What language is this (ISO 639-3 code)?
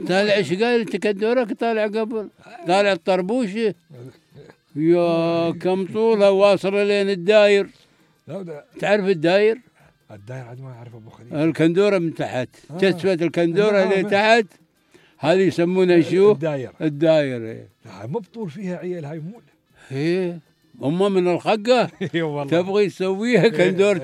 afb